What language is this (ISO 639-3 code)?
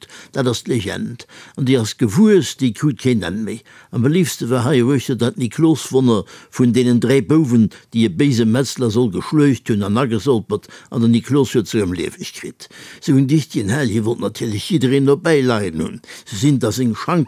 ltz